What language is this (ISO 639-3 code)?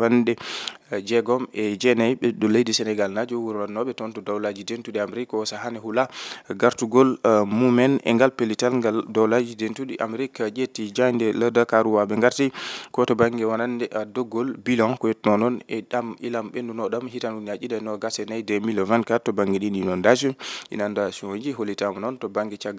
ful